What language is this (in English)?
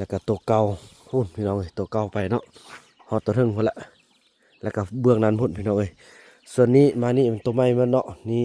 Lao